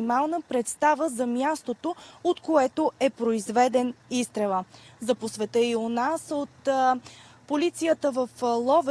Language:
Bulgarian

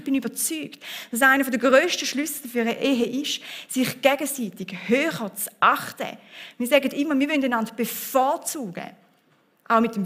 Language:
Swiss German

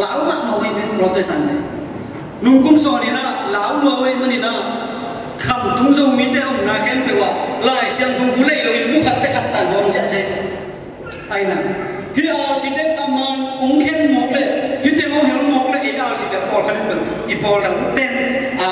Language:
Tedim Chin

